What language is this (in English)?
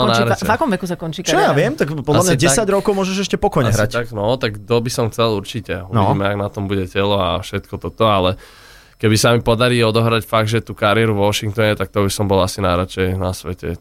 Slovak